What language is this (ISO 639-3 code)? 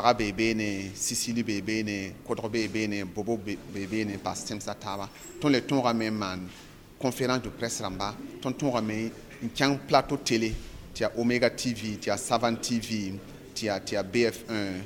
mos